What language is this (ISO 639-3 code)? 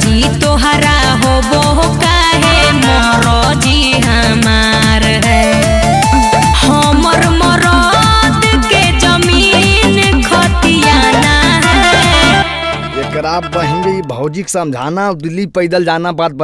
mag